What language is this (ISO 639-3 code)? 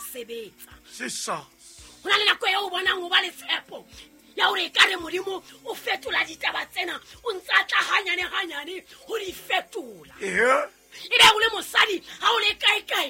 sot